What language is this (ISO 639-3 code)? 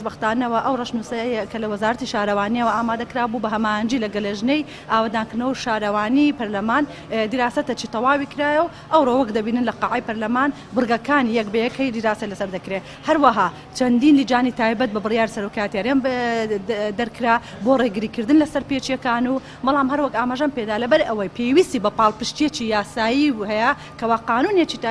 ckb